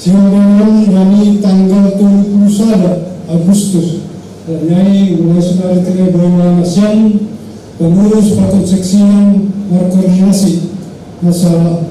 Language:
Batak Simalungun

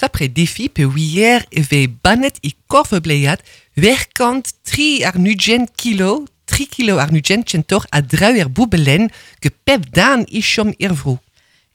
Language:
Breton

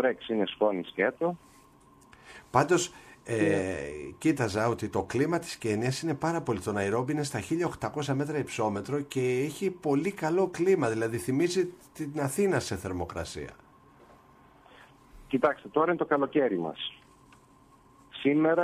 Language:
Greek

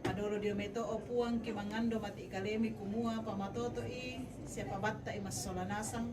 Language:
Toraja-Sa'dan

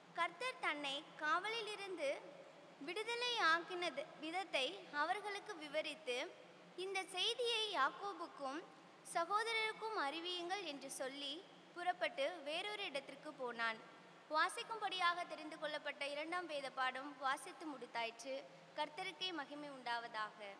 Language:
Tamil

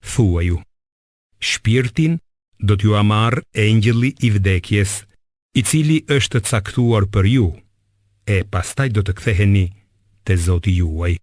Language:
Albanian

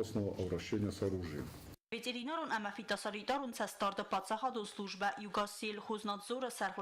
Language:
Ossetic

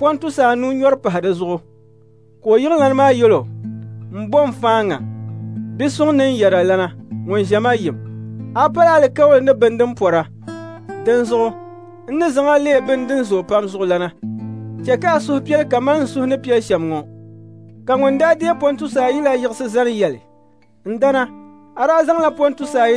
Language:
Dagbani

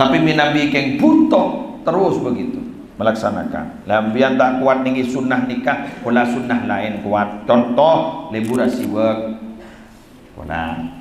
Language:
Madurese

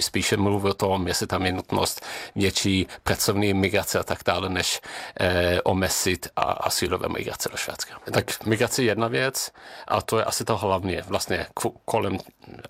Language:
Czech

